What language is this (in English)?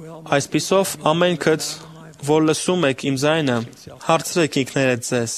Armenian